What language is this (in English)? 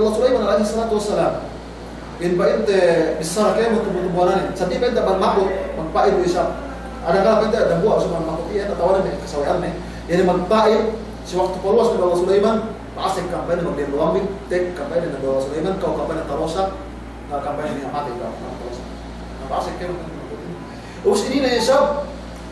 Yakan